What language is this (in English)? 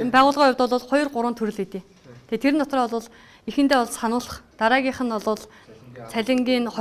Mongolian